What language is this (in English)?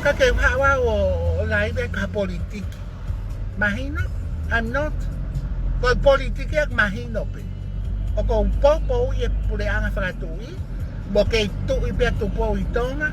Tongan